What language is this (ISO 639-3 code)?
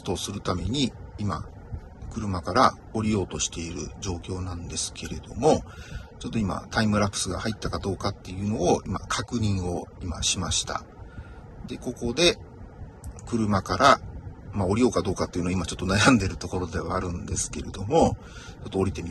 jpn